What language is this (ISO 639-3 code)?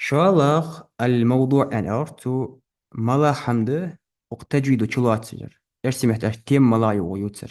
inh